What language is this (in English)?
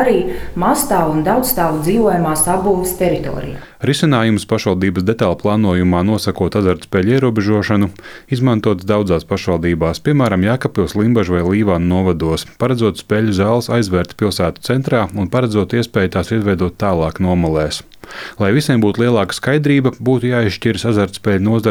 Latvian